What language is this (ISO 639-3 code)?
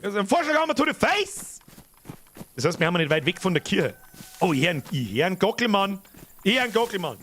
bar